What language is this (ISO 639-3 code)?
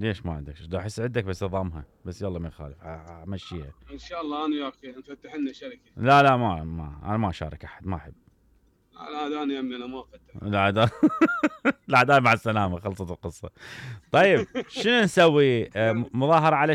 acm